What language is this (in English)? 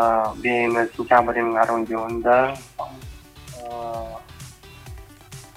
Buriat